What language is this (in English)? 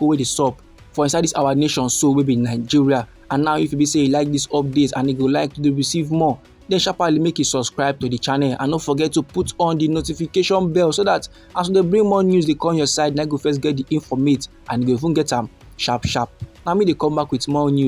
Nigerian Pidgin